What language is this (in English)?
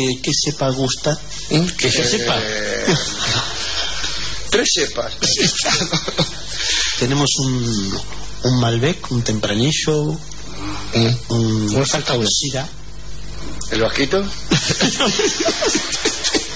Spanish